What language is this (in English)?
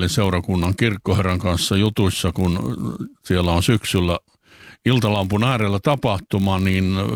Finnish